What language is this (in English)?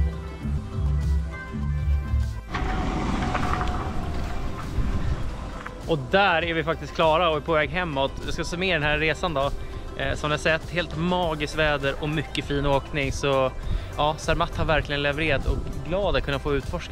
Swedish